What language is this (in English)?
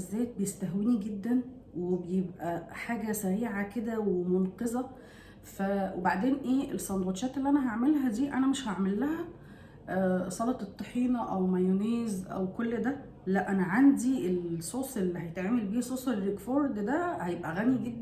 Egyptian Arabic